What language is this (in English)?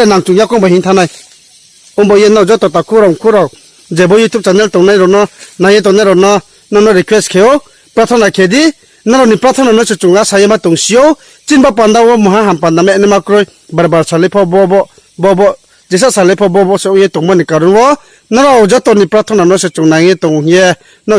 Riang (India)